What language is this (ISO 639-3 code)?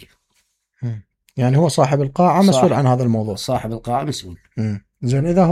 acm